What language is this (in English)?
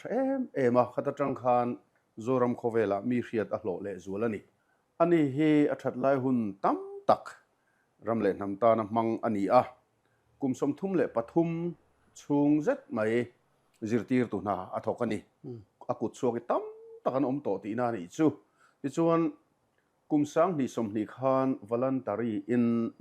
Mizo